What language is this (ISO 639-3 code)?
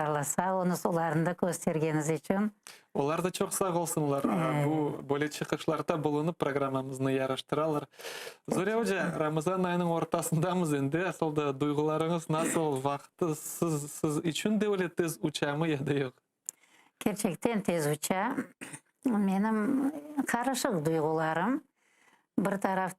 crh